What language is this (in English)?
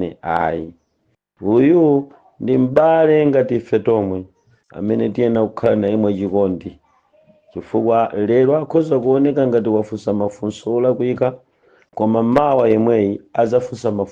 Nyanja